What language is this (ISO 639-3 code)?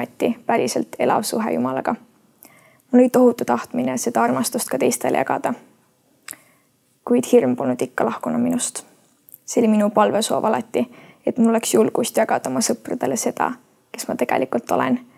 est